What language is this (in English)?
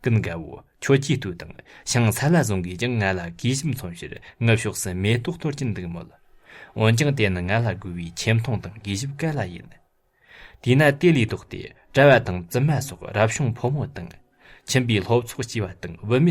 Tibetan